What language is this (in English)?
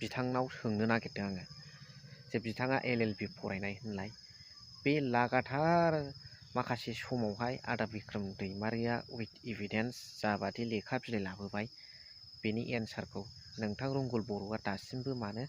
Bodo